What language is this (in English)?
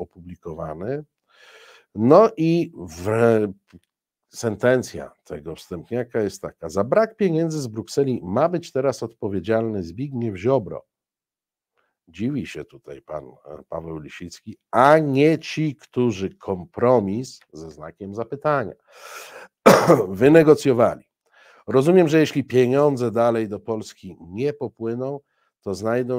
Polish